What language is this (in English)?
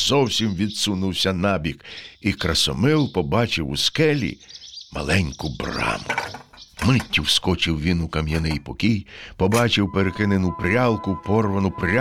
Ukrainian